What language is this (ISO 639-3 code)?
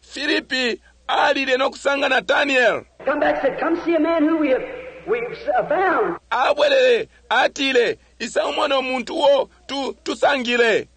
bem